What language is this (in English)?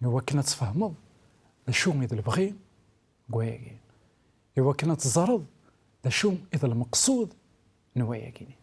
Kabyle